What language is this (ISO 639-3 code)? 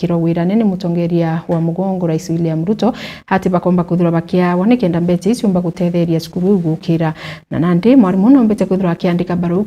mer